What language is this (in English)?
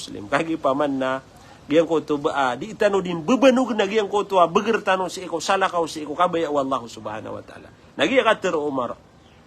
Maranao